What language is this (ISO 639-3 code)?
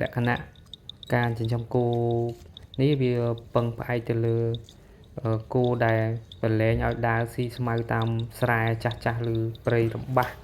khm